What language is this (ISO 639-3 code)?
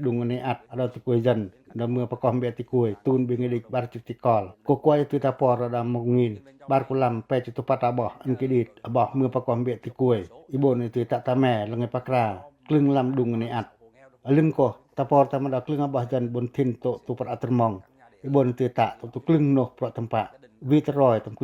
pac